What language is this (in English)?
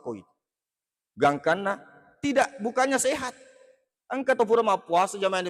Buginese